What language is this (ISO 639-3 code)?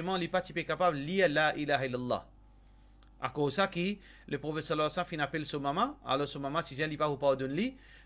mfe